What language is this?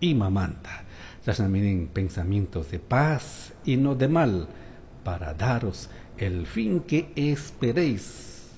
Chimborazo Highland Quichua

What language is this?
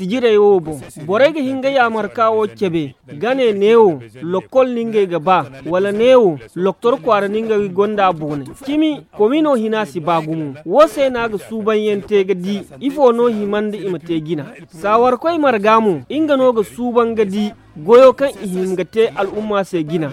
Zarma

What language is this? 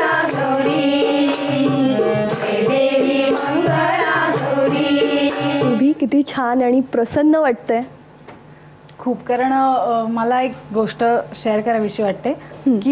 Marathi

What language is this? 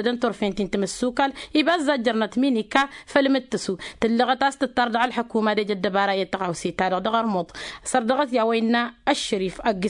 Tamasheq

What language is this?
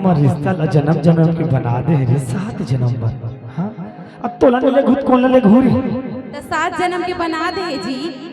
Chhattisgarhi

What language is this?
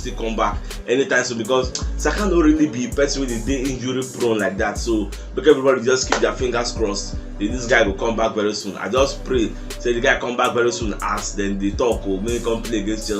Nigerian Pidgin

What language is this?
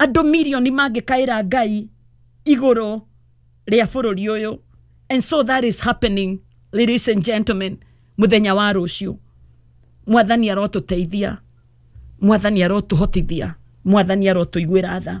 Kikuyu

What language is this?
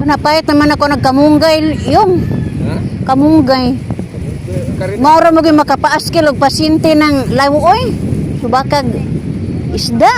Cebuano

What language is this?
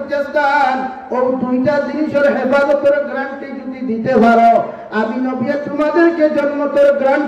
Sylheti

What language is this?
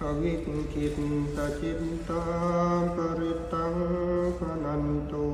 Pali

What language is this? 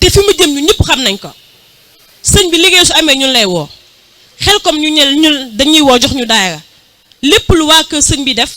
Wolof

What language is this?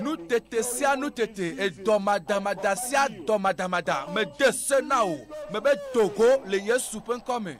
Ewe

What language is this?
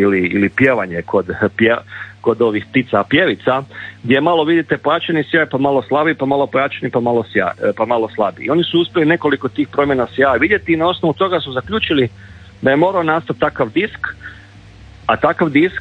Croatian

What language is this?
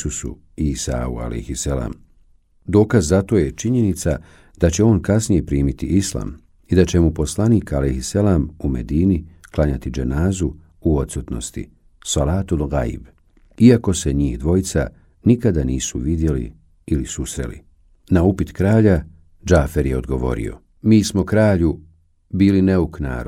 Bosnian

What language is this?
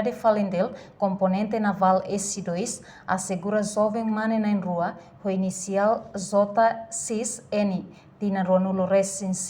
Tetum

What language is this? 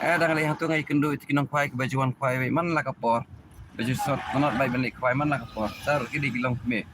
Khasi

